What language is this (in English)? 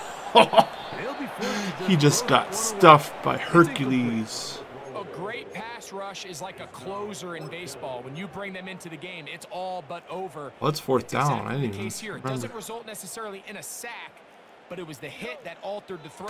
English